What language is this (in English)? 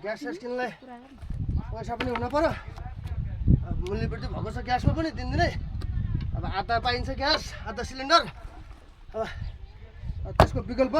Nepali